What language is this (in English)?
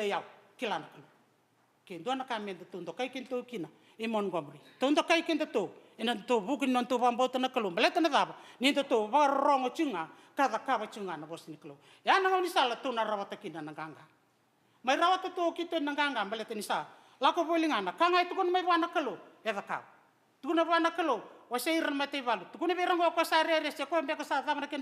Fijian